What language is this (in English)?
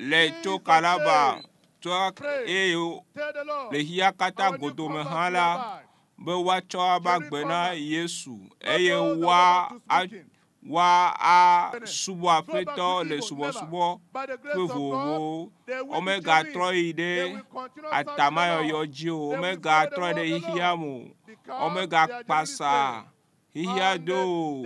Ewe